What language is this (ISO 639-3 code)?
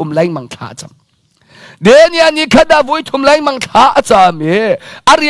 cnh